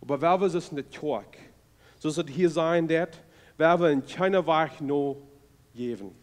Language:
Plautdietsch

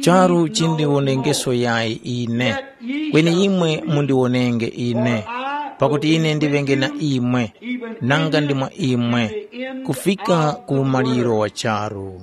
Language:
Tumbuka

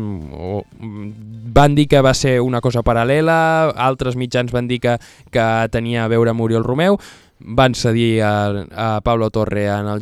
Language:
Catalan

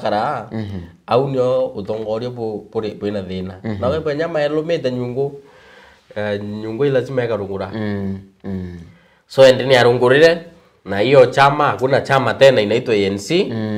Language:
Meru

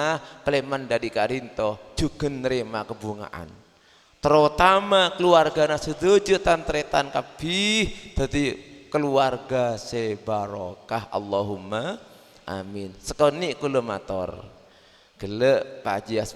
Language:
Madurese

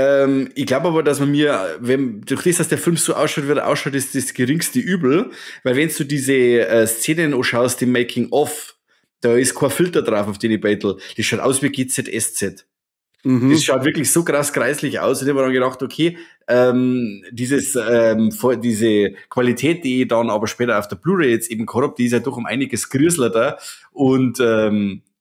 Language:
Bavarian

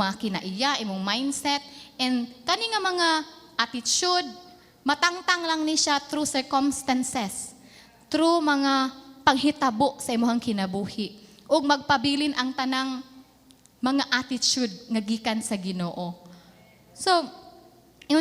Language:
Cebuano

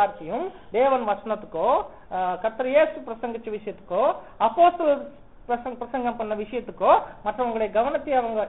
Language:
Tamil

